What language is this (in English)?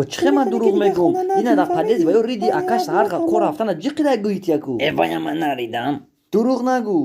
Tajik